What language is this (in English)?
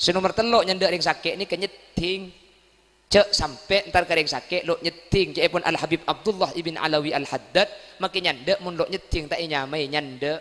Madurese